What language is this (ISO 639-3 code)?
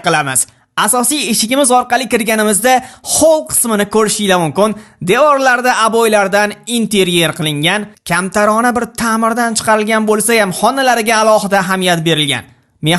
uzb